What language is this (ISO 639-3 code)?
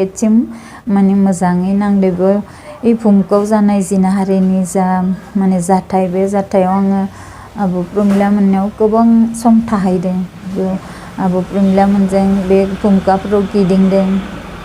brx